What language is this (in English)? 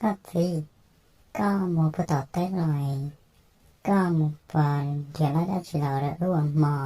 Hmong